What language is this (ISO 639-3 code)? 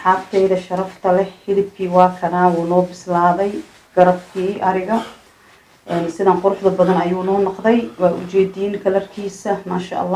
som